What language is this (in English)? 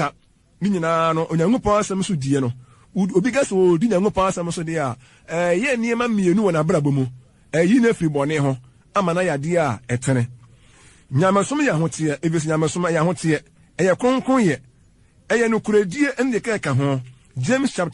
Akan